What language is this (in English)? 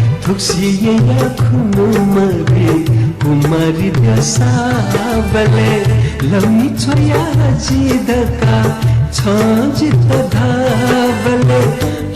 Newari